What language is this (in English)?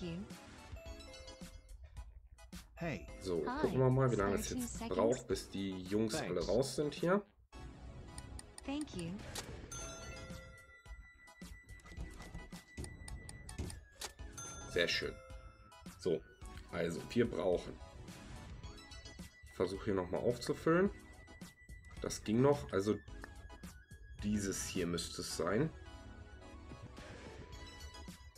German